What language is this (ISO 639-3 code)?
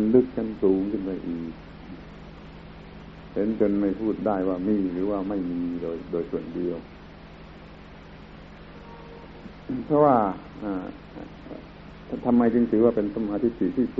tha